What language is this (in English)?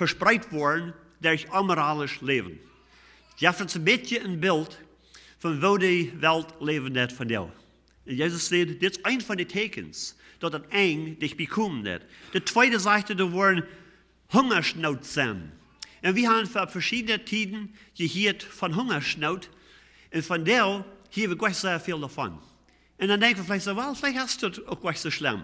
Plautdietsch